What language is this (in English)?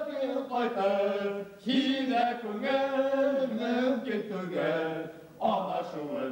Bashkir